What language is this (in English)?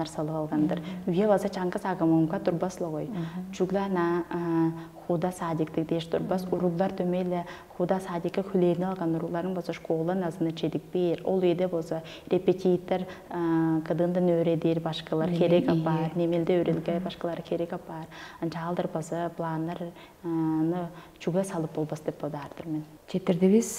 Tuvinian